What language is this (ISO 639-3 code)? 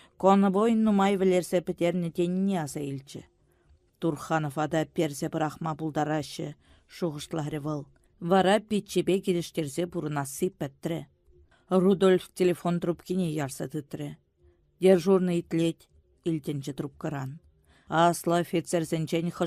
chv